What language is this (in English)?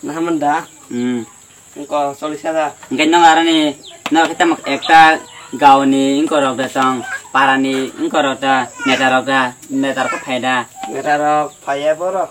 Kok Borok